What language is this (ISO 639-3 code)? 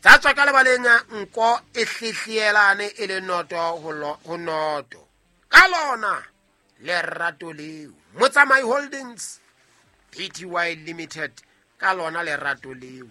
sot